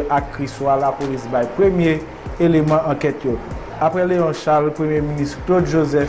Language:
Haitian Creole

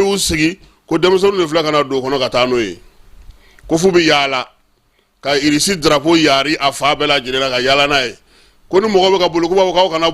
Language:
Bambara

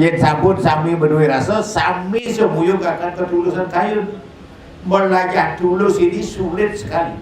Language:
Balinese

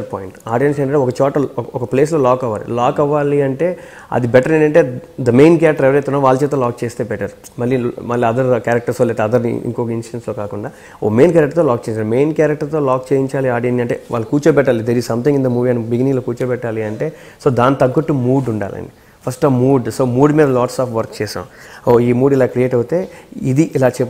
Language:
Telugu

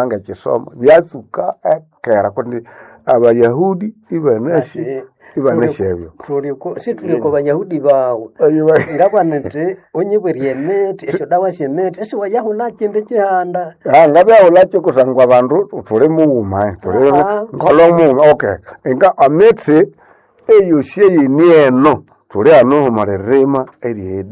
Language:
Nande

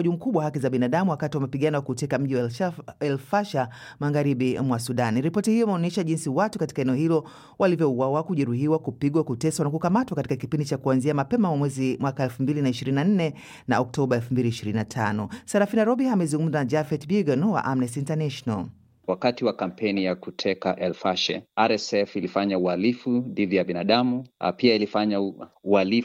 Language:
Swahili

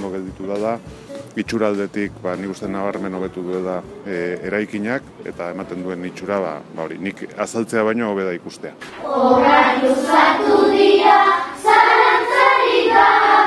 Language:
Basque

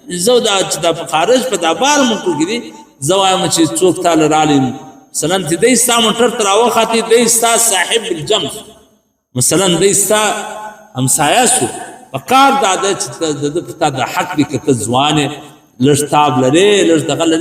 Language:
Pashto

